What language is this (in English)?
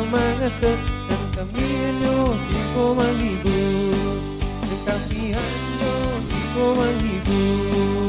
Minangkabau